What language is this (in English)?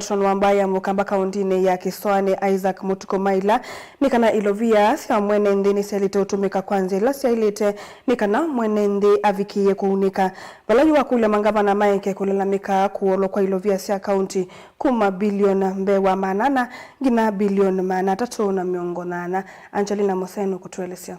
Kamba